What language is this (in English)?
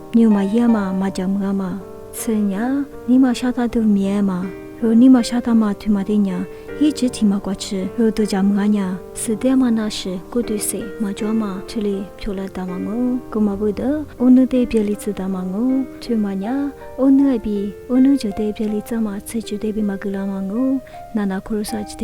Lisu